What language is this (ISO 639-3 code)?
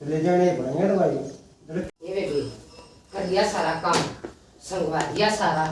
bgc